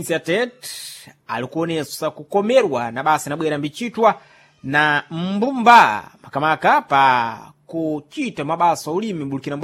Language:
Sena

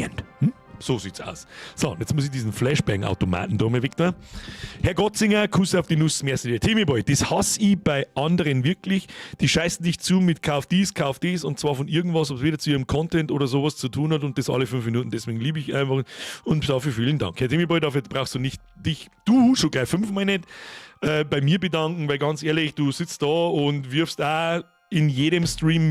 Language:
Bavarian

